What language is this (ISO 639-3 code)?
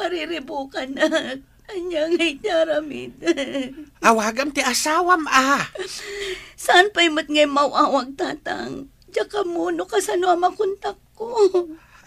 ilo